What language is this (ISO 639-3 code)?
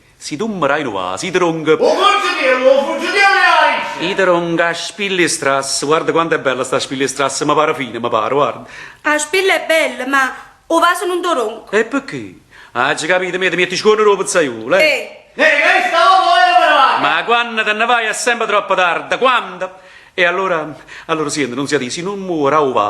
nap